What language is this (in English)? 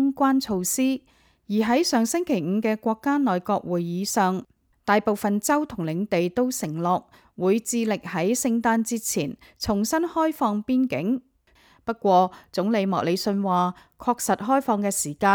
Cantonese